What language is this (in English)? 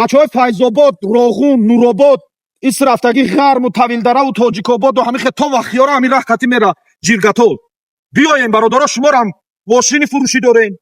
Tajik